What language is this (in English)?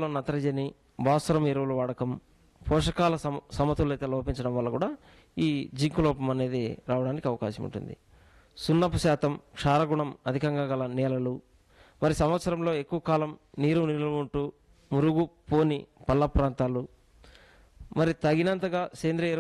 Telugu